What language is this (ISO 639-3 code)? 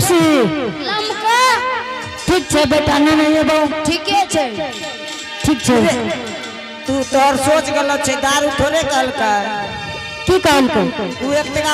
anp